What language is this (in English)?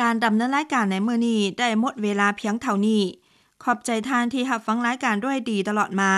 Lao